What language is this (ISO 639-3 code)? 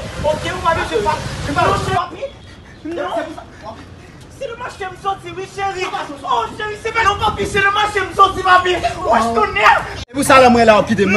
hat